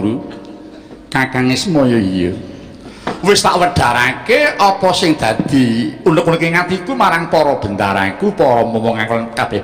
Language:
Javanese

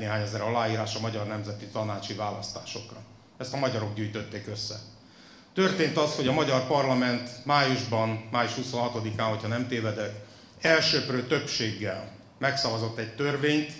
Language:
Hungarian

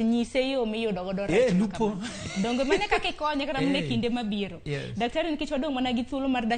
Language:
Luo (Kenya and Tanzania)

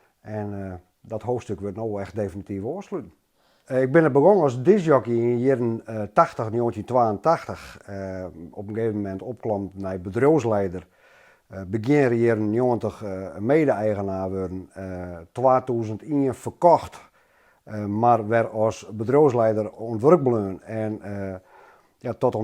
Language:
Western Frisian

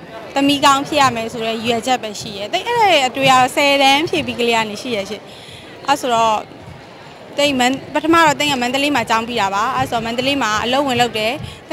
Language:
Burmese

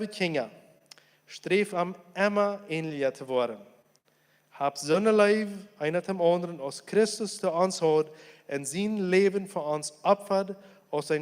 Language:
Plautdietsch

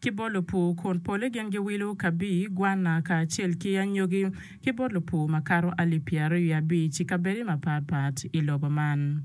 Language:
Acoli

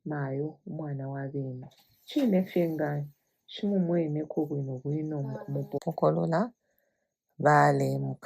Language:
Bemba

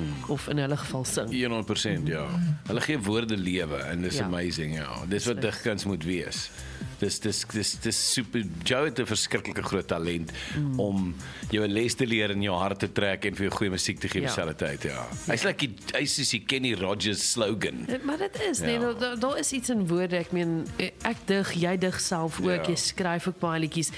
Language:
Afrikaans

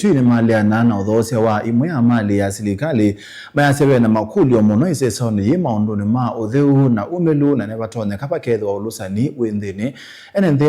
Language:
Kamba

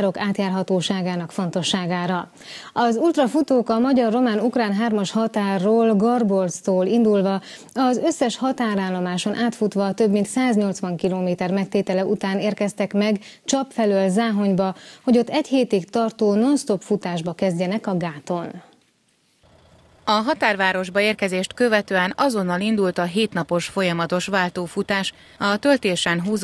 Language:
Hungarian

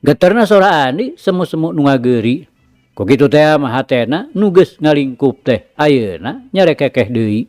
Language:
Sundanese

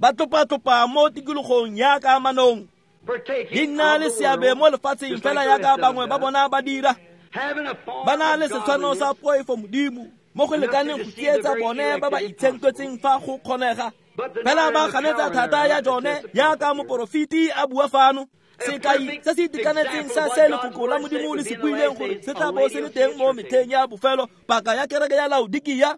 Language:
Tswana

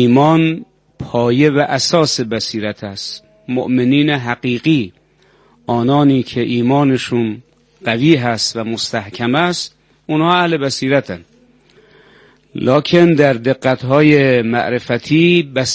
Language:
Persian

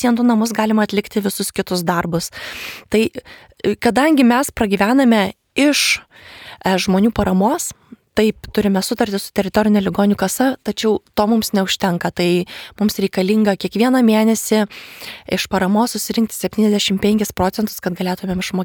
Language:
Lithuanian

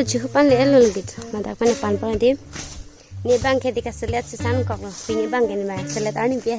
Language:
Karbi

